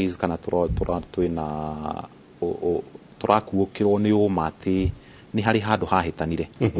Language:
Kikuyu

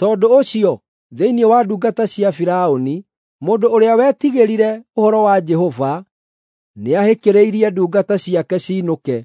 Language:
Kikuyu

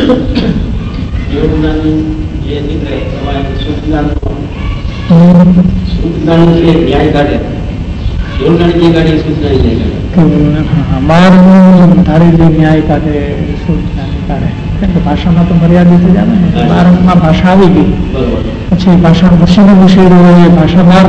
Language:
Gujarati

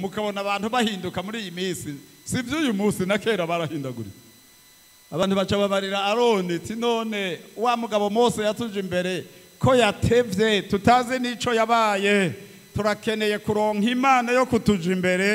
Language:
Rundi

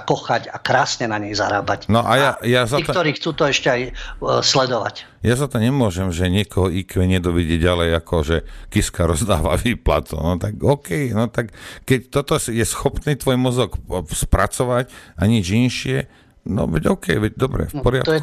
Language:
Slovak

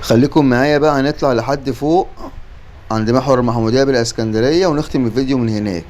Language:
Egyptian Arabic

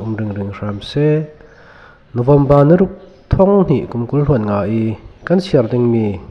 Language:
Falam Chin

